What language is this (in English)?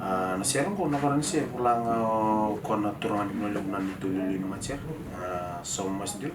Fijian